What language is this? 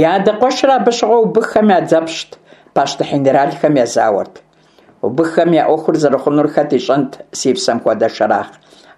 Kabardian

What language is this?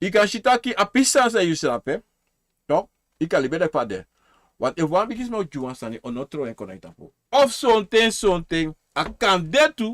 Sranan Tongo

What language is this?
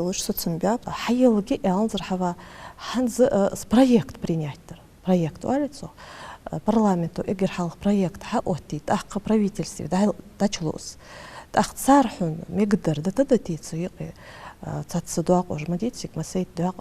Ingush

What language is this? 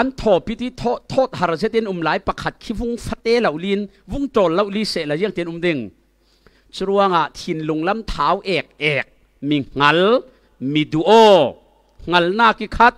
Falam Chin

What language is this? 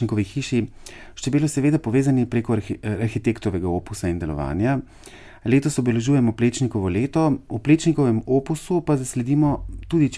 Slovenian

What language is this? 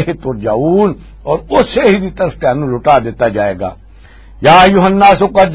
Western Panjabi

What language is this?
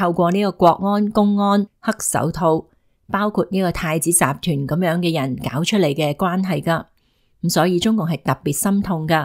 Cantonese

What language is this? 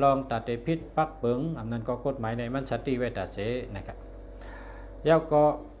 Shan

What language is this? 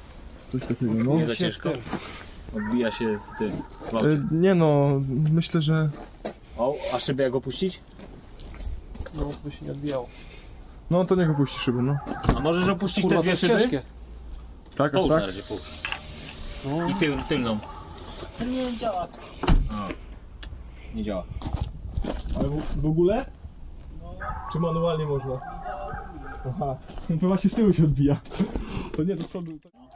Polish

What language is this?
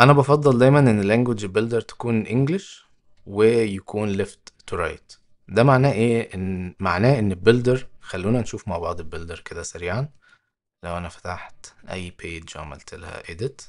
Egyptian Arabic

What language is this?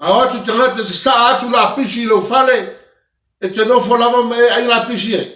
Samoan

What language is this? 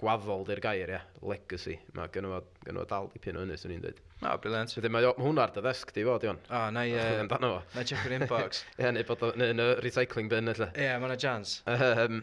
Welsh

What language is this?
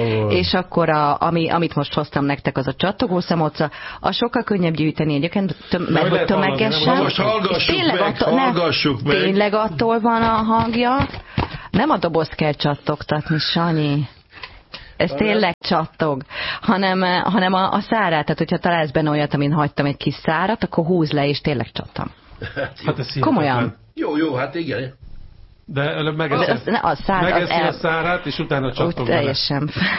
Hungarian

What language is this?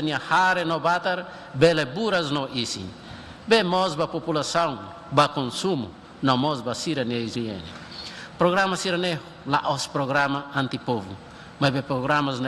Tetum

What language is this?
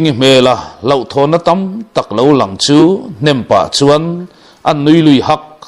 Mizo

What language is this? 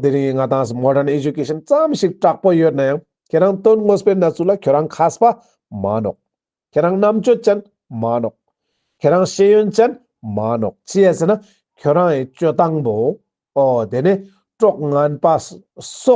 Ladakhi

